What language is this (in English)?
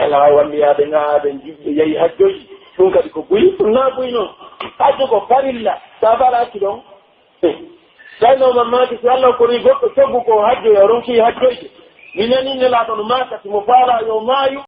Pular